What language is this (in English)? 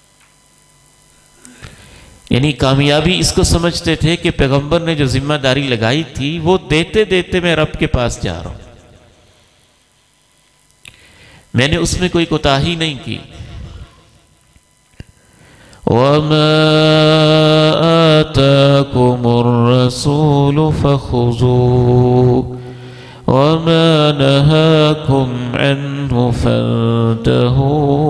Urdu